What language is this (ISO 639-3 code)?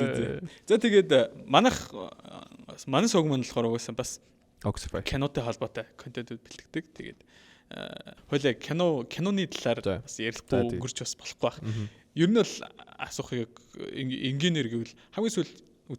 mon